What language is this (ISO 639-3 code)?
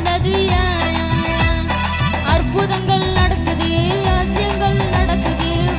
tam